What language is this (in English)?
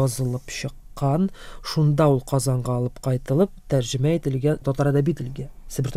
Tatar